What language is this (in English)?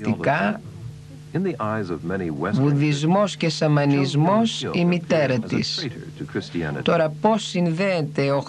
Greek